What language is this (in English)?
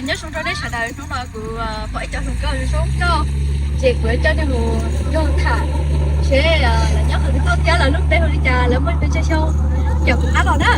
Hmong